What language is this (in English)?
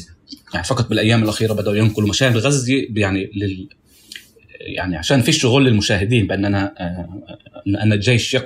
North Levantine Arabic